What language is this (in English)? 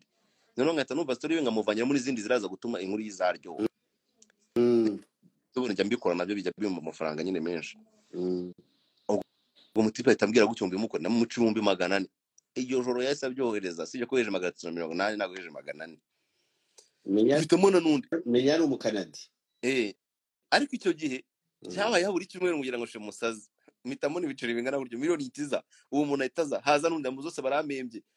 Kinyarwanda